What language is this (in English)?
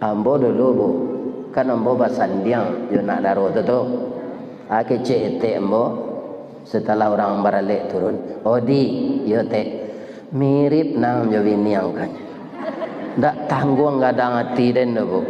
Minangkabau